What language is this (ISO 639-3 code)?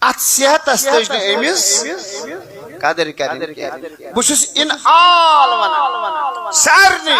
kas